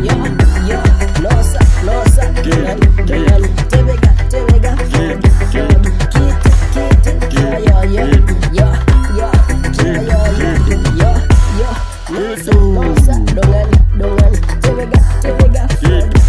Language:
Swahili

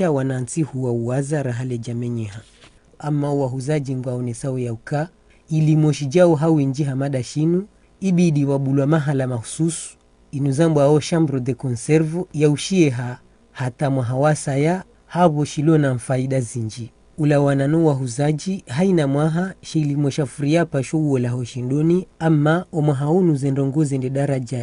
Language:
Ngazidja Comorian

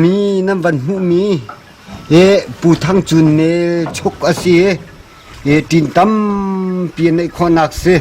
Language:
Hakha Chin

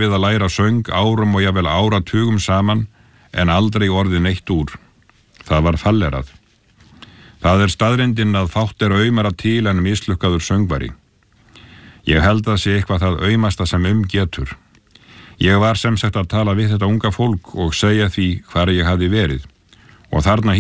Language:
Icelandic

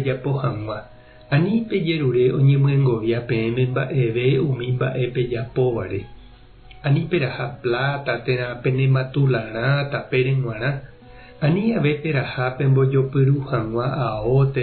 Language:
Guarani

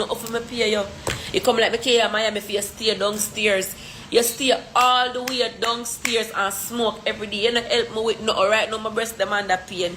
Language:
Jamaican Creole English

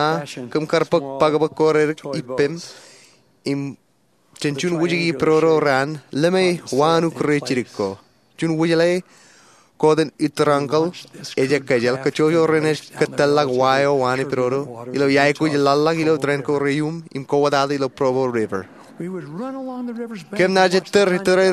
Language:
Marshallese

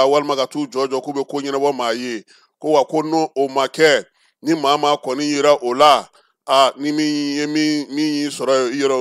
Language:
Bambara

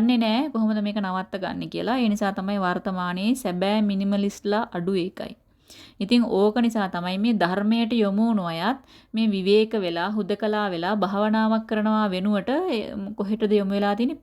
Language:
Sinhala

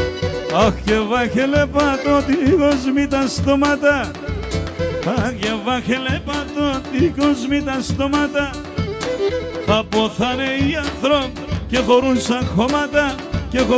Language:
Greek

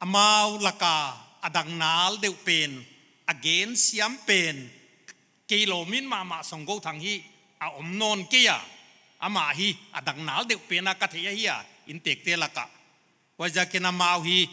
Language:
Paite Chin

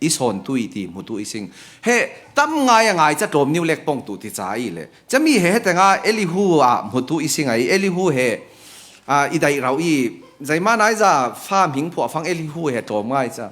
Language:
Falam Chin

